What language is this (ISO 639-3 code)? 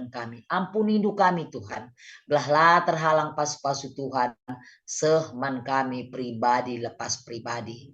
btx